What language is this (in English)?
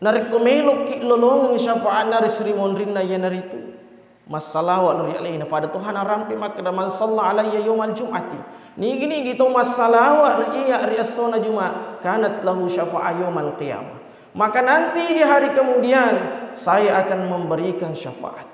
Buginese